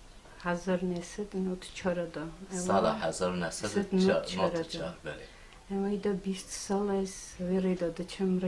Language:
Kurdish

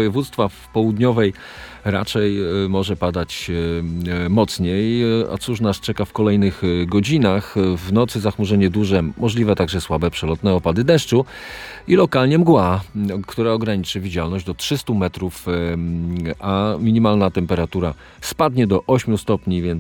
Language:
Polish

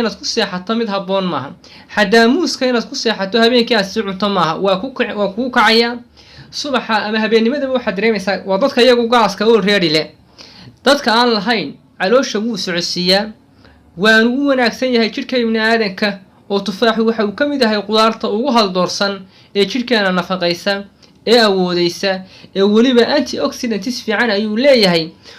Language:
Somali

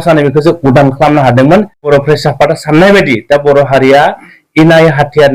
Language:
Bodo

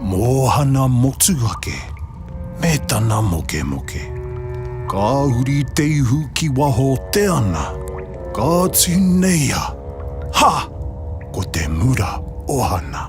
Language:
Māori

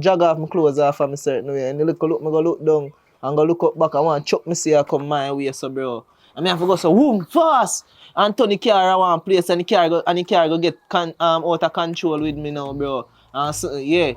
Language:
Jamaican Creole English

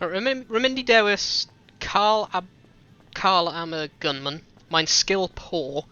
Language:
Welsh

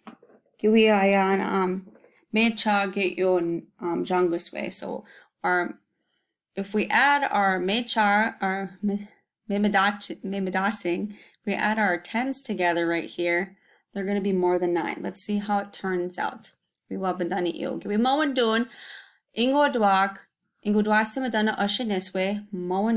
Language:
Chippewa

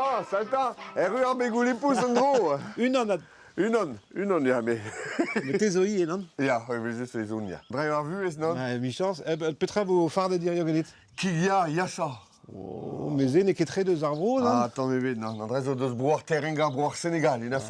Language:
Breton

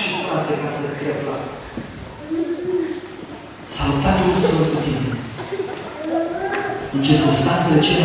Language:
Romanian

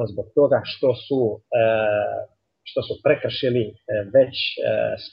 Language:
Bosnian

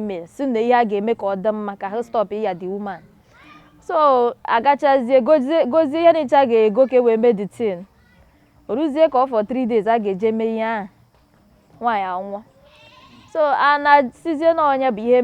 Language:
Igbo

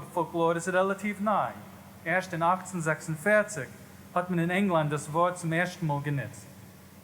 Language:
Yiddish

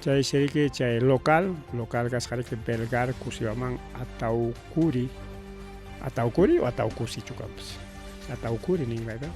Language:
Ayacucho Quechua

